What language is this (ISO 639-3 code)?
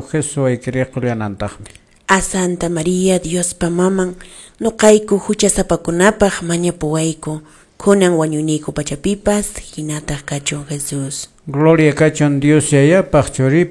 que